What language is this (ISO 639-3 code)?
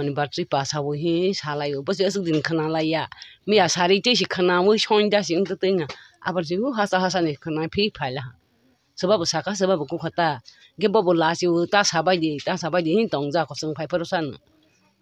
trp